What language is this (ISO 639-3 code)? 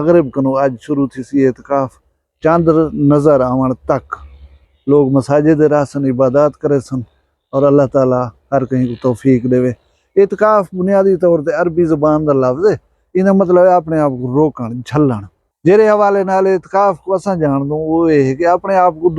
skr